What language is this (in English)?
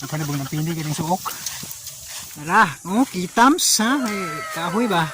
Cebuano